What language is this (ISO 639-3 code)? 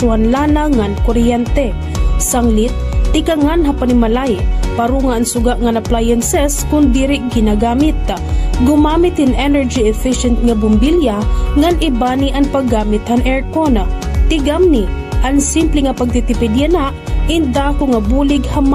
war